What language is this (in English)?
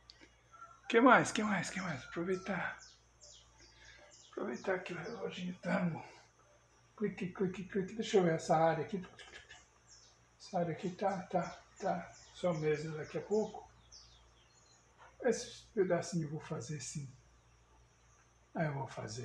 Portuguese